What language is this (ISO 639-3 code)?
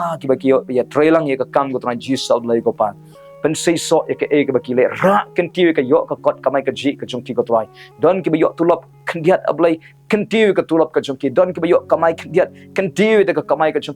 kha